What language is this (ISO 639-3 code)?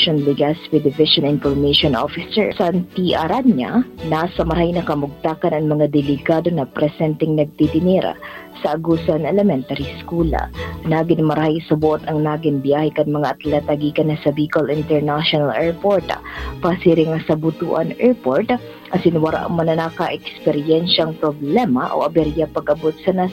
bik